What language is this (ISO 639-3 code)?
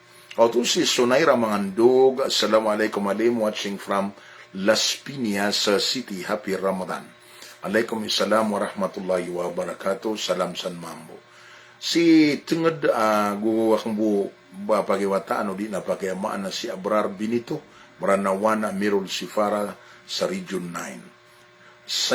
mrw